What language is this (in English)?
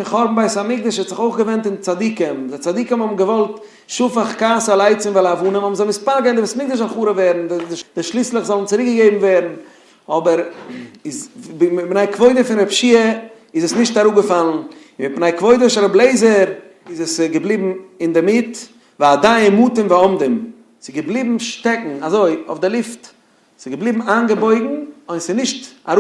Yiddish